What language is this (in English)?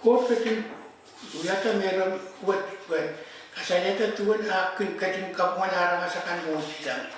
Pohnpeian